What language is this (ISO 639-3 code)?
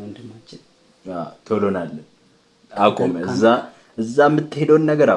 amh